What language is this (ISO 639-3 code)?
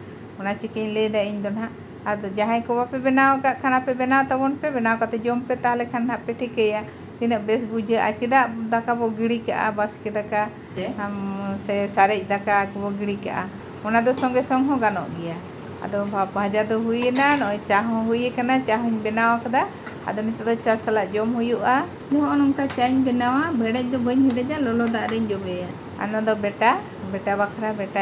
sat